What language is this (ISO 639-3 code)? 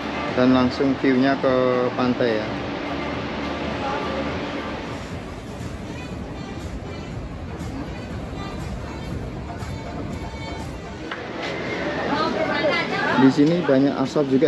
ind